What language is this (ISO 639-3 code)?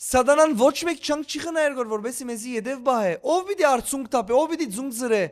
hyw